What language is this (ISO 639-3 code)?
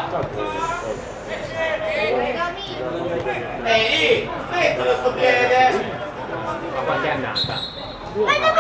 ita